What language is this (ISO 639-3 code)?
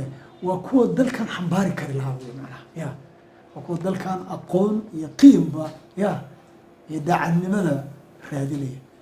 som